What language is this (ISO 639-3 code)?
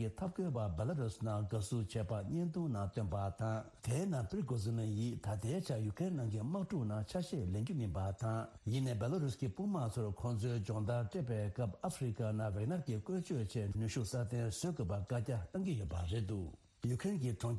bod